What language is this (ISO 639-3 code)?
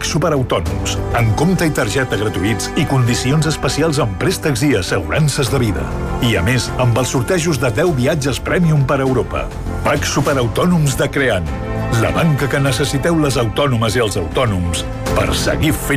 cat